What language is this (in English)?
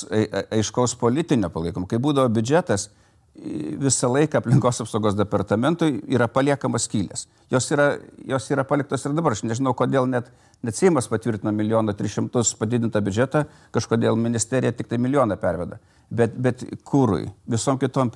Lithuanian